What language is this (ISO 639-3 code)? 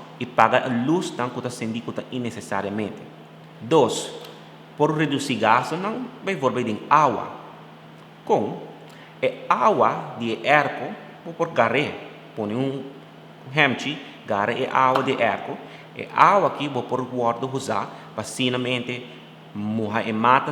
pap